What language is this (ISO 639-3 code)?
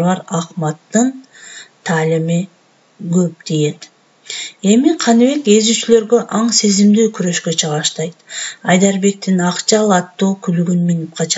kir